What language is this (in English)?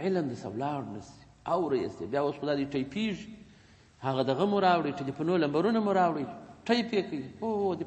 Pashto